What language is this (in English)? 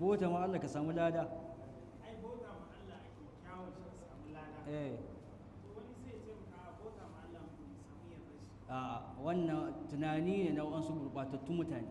Hausa